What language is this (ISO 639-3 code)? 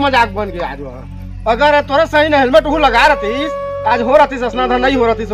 hne